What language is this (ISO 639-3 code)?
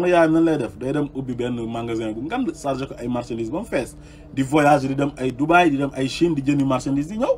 wol